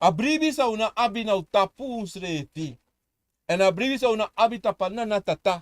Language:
Sranan Tongo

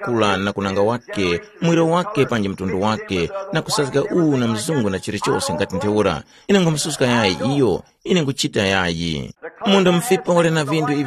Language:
Tumbuka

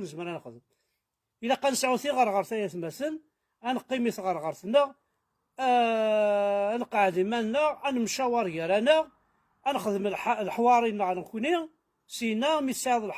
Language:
Kabyle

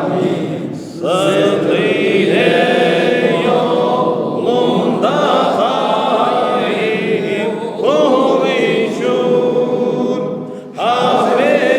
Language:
Crimean Tatar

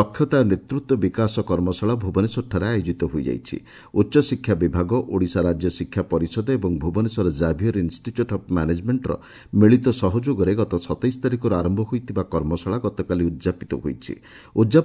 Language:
Odia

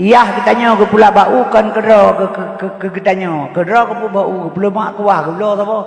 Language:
Achinese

